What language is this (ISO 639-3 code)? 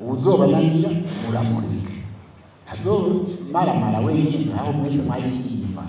run